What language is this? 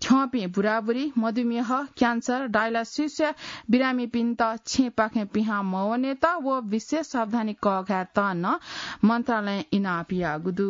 Newari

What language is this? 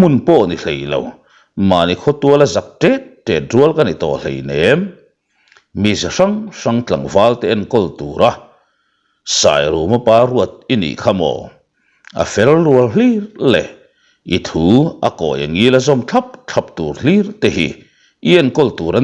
Mizo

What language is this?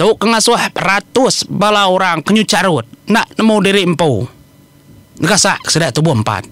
Iban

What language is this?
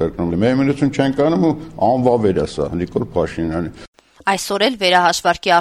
Armenian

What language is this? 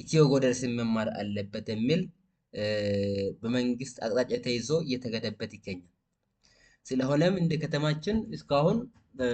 Amharic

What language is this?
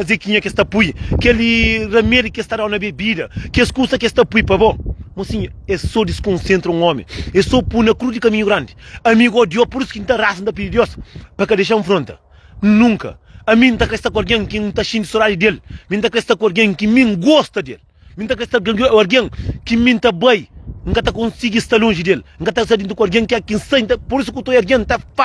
Kabuverdianu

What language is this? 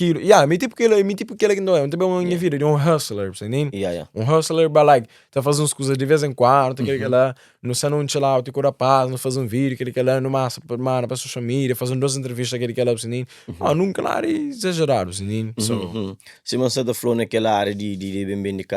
Kabuverdianu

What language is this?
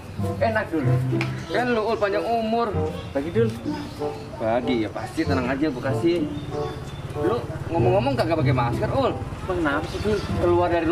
Betawi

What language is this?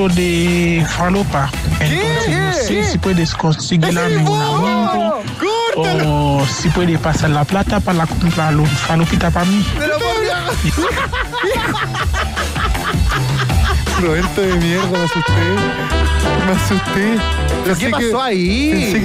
Spanish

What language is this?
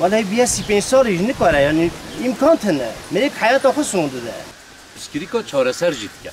Kurdish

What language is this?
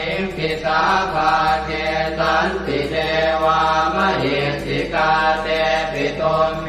Pali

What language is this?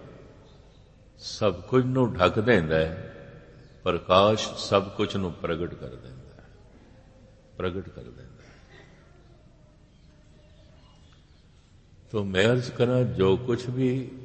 Punjabi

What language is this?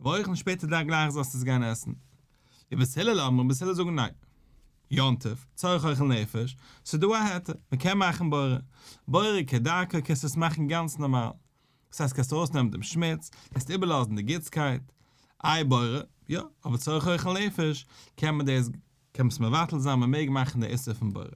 Yiddish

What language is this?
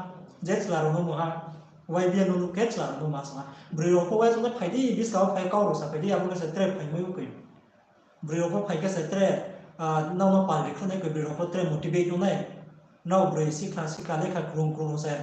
Riang (India)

